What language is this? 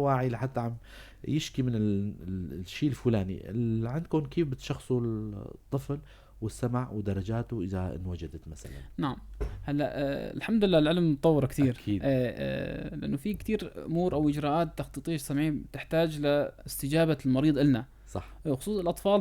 North Levantine Arabic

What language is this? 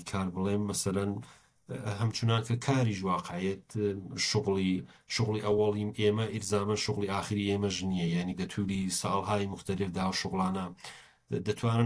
Central Kurdish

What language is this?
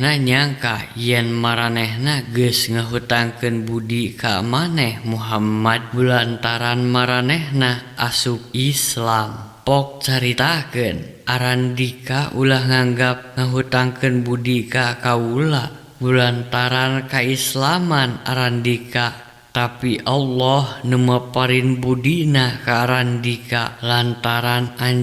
Sundanese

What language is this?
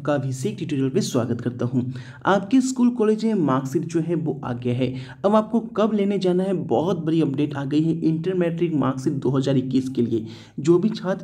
Hindi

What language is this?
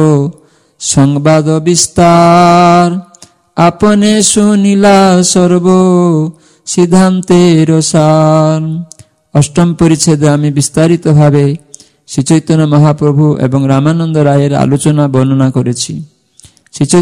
Bangla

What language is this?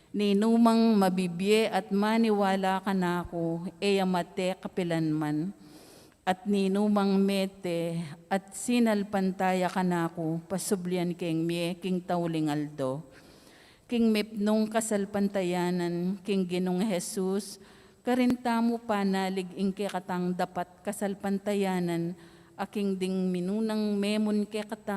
Pampanga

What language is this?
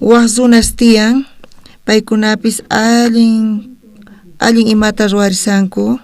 South Bolivian Quechua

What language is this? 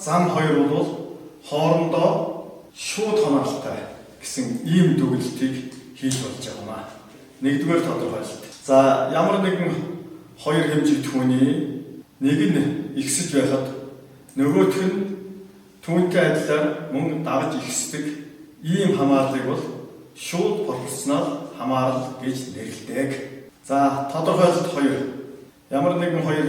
Mongolian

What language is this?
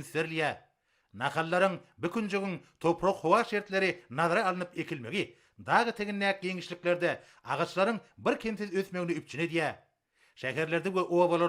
Turkmen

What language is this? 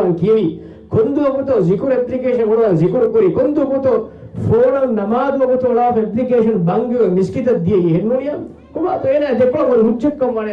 Divehi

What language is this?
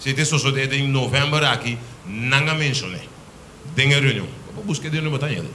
Papiamento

